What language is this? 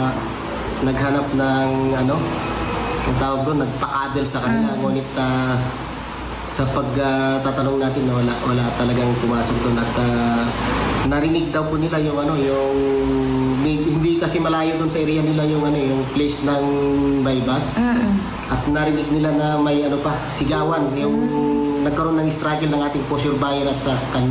Filipino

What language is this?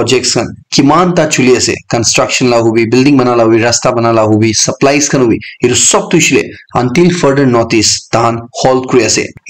Naga Pidgin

